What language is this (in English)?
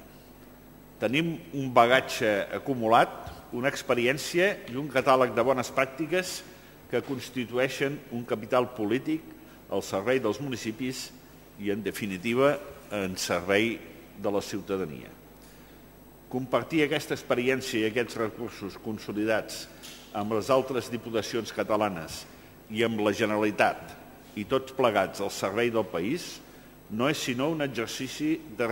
Catalan